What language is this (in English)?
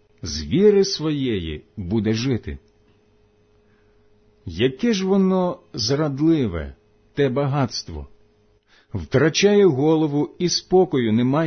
Ukrainian